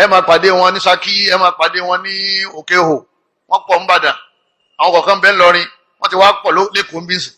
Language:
Yoruba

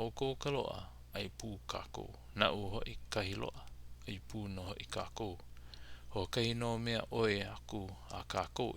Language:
Hawaiian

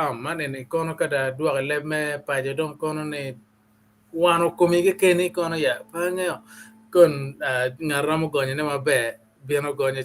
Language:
Acoli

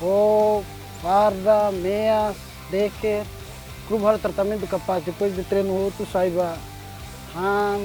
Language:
Tetum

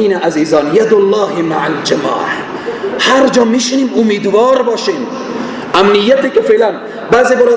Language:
Persian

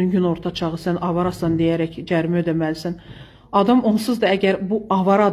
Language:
Azerbaijani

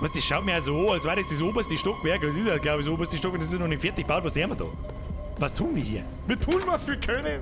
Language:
Bavarian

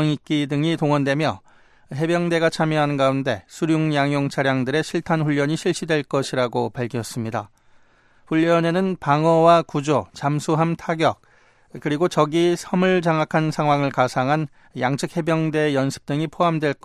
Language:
Korean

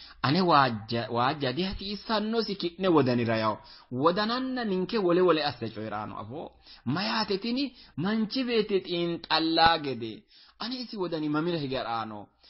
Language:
Sidamo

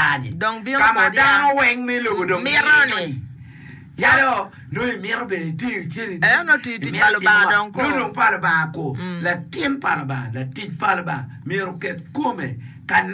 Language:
Acoli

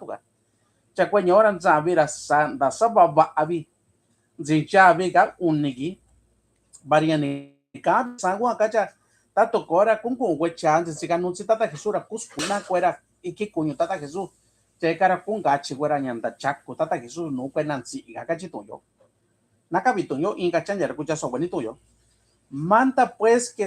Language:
Mixtepec Mixtec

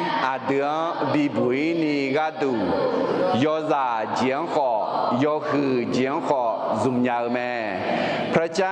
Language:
Akha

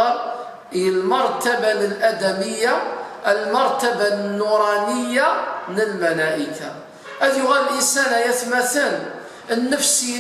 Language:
Kabyle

